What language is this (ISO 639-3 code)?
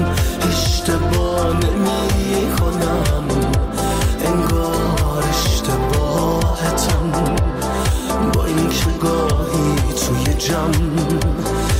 fas